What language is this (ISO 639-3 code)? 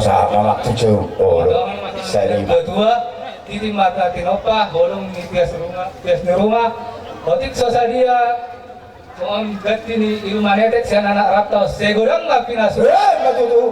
bbc